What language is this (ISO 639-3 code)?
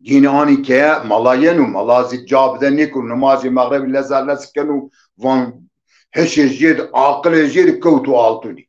zza